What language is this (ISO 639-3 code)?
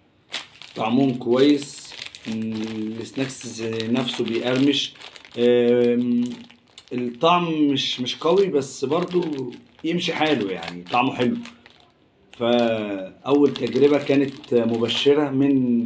arz